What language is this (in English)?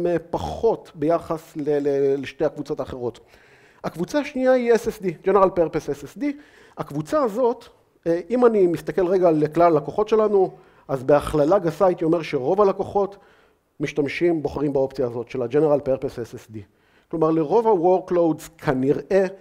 Hebrew